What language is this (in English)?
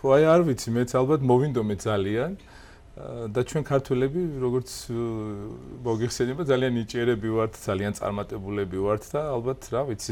Georgian